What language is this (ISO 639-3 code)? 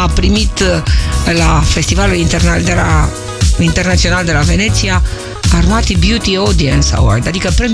ron